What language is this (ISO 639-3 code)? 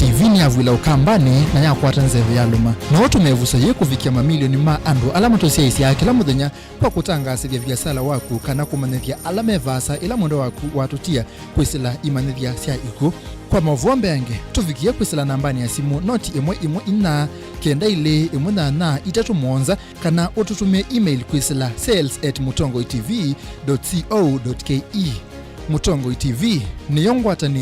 kam